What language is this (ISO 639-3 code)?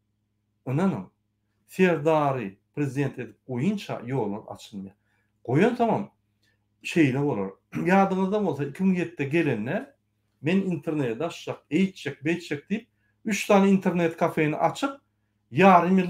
tuk